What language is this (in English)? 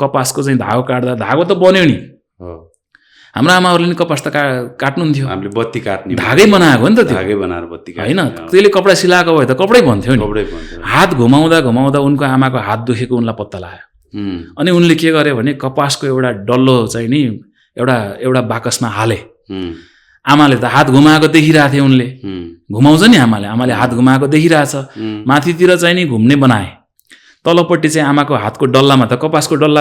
Nepali